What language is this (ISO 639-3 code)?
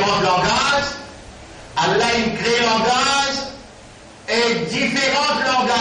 mfe